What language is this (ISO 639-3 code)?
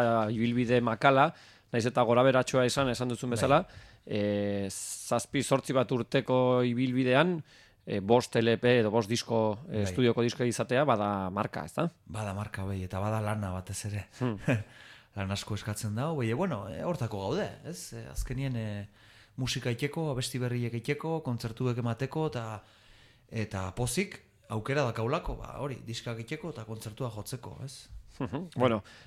eus